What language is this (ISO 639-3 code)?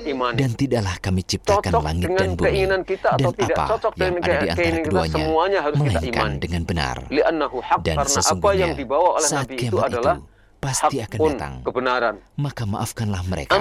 ind